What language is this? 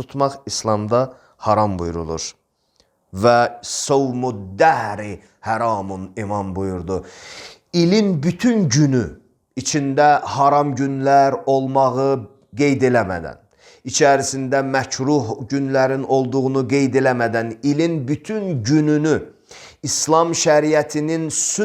Azerbaijani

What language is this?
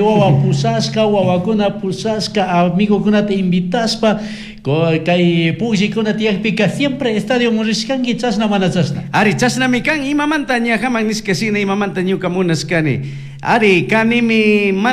Chimborazo Highland Quichua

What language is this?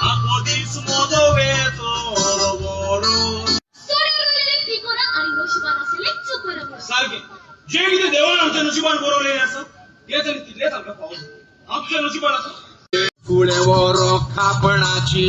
Konkani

